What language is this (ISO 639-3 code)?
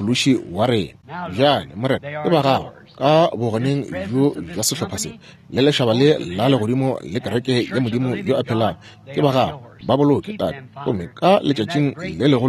nso